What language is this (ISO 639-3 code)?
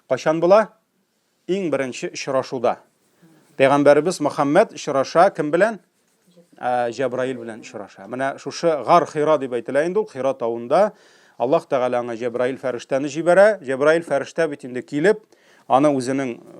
tat